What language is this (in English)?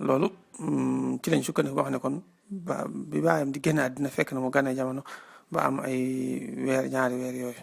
Wolof